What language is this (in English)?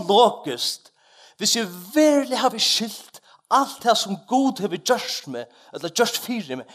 Faroese